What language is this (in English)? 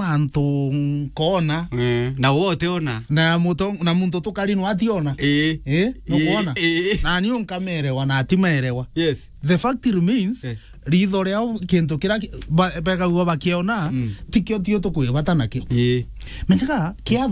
Meru